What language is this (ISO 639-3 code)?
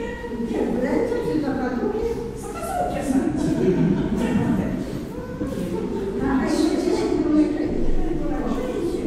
pol